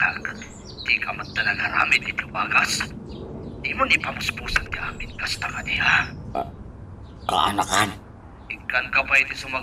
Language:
Iloko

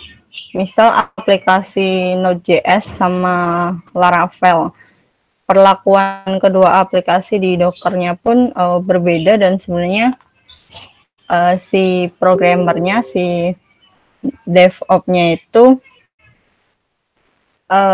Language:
Indonesian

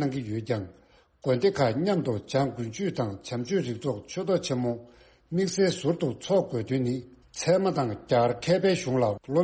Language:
Tibetan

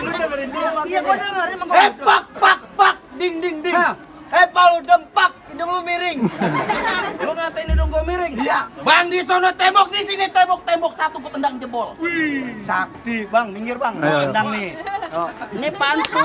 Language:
Betawi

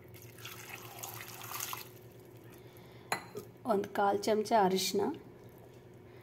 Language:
Kannada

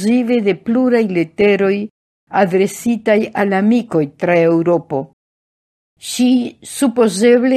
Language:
Esperanto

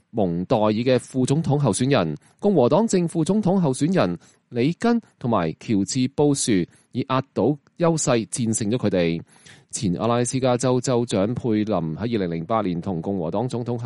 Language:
Cantonese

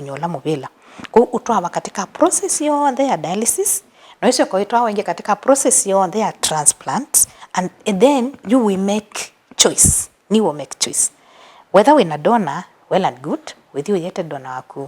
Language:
Kamba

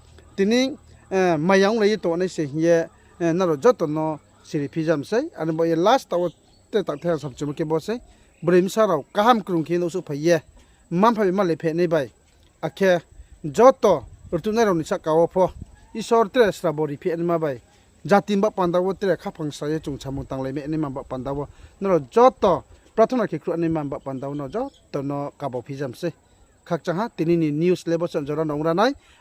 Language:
Riang (India)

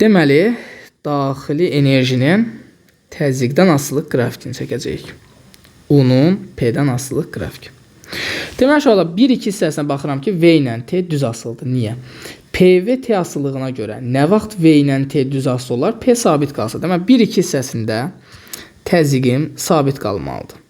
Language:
Azerbaijani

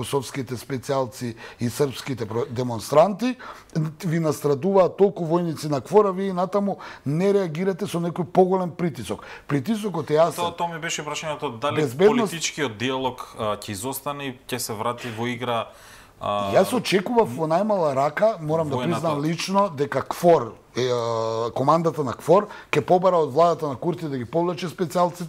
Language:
Macedonian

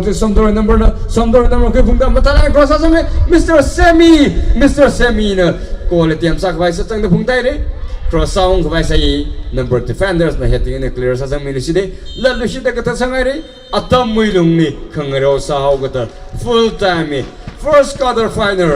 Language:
Tangkhul Naga (India)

